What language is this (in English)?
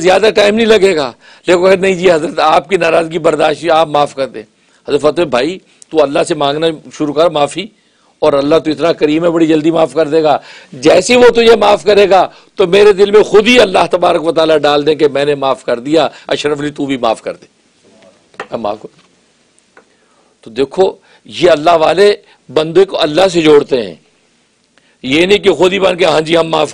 Urdu